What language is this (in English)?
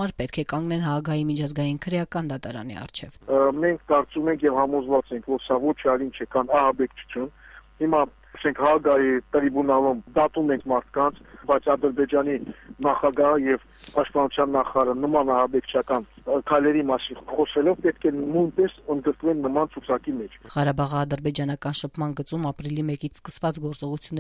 Armenian